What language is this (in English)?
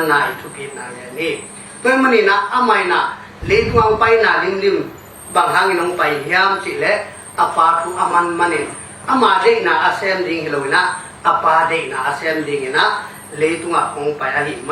Tedim Chin